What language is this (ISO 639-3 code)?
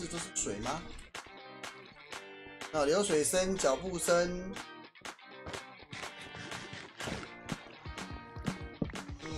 zho